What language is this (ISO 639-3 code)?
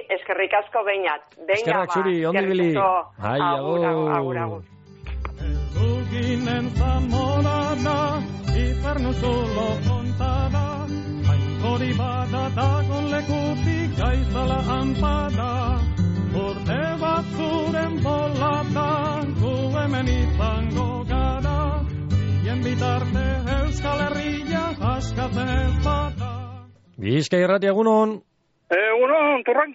eus